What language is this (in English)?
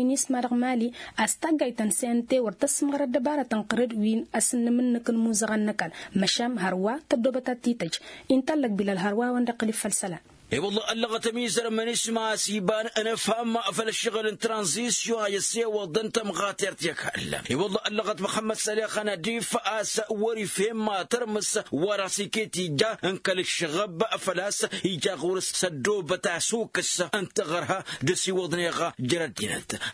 Tamasheq